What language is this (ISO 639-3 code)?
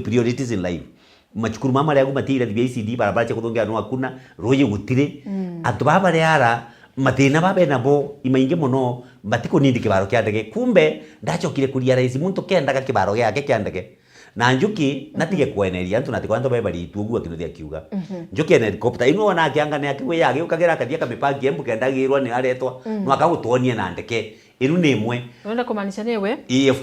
mer